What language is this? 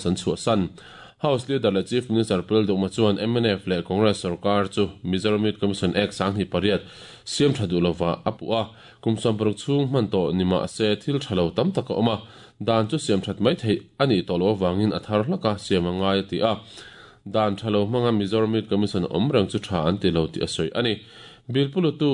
Mizo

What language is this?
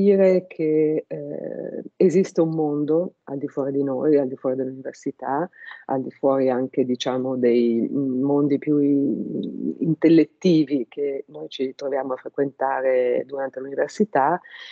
Italian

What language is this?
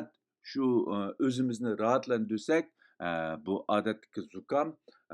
Uyghur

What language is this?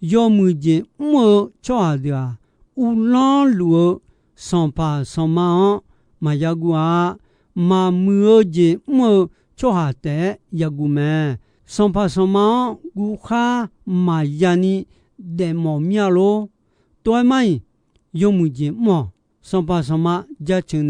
Akha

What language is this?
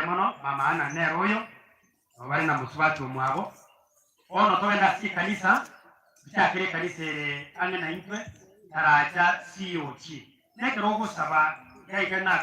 Gusii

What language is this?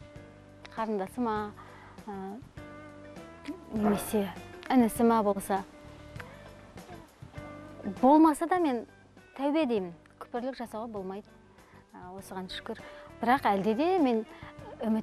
Kazakh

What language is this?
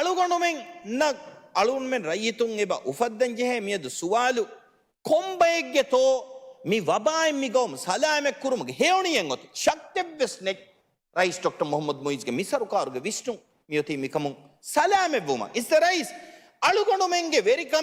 Divehi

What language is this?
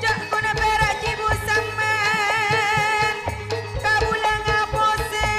Madurese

